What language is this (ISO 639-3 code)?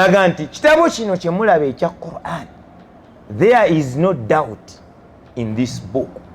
lug